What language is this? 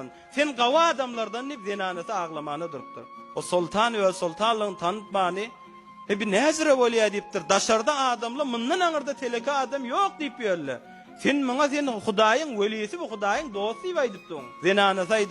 Turkmen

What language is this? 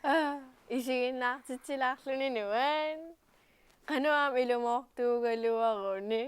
Kalaallisut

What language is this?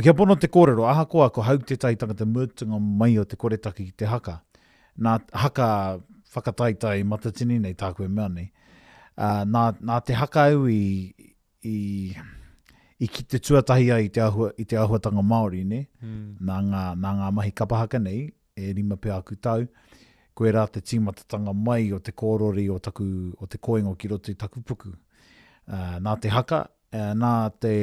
Māori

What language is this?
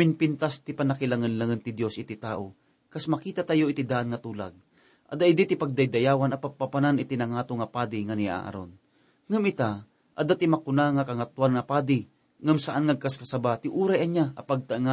Iloko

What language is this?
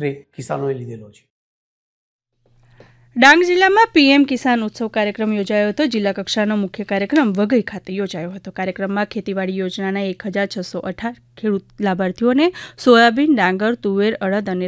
Gujarati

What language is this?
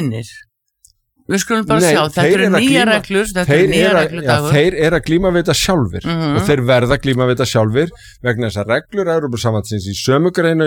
Icelandic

